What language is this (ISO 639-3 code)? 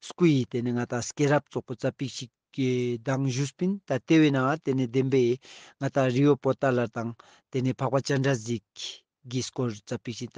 lbj